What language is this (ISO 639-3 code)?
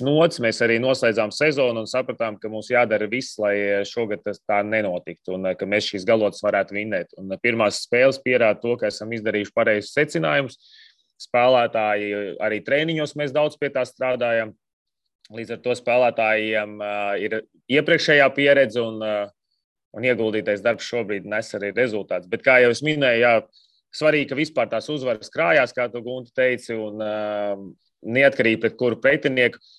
lav